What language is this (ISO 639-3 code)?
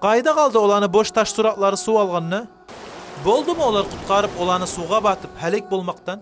kum